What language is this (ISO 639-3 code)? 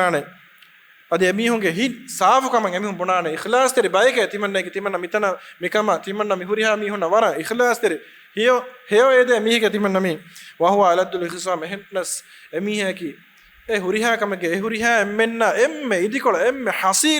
div